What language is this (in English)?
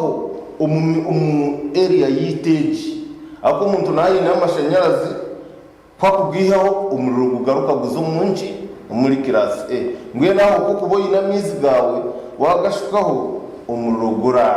Nyankole